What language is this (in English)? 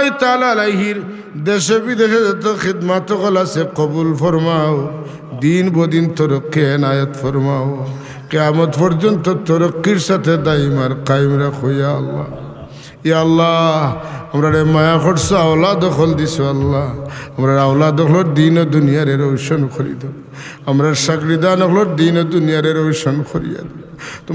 Sylheti